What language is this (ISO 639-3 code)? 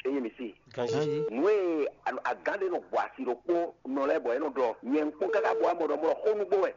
fon